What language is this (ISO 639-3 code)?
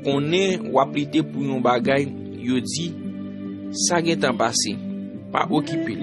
hat